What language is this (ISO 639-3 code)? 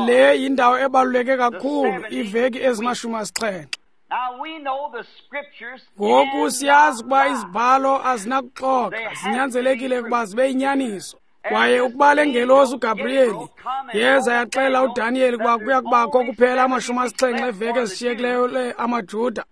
xho